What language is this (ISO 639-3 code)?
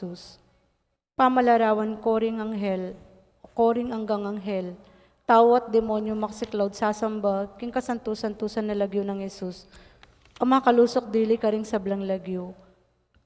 pam